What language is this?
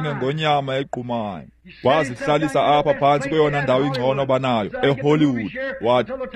Xhosa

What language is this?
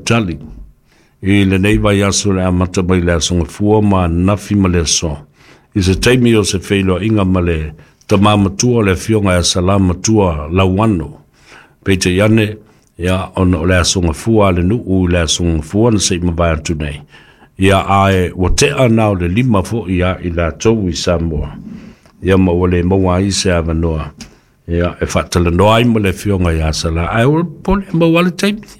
Samoan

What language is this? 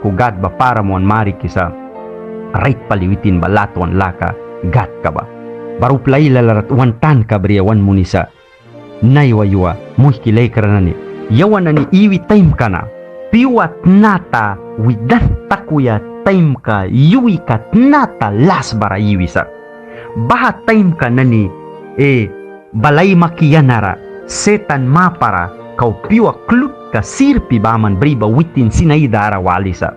Mískito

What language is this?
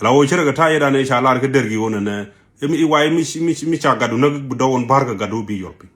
Nuer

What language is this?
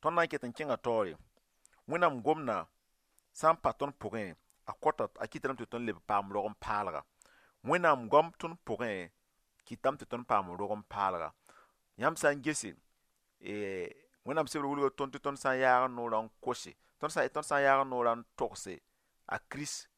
Mossi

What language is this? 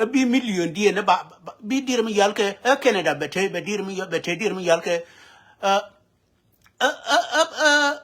Nuer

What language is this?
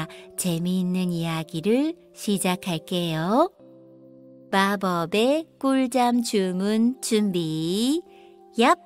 Korean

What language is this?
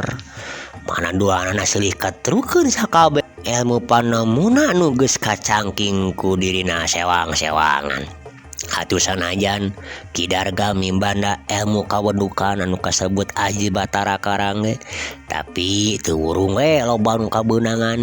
Sundanese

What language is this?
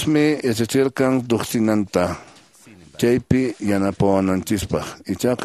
Quechua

